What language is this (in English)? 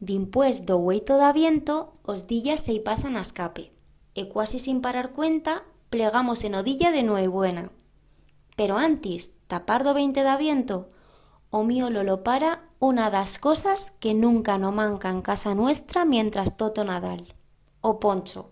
Aragonese